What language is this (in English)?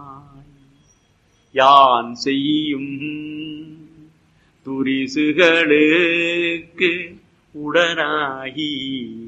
Tamil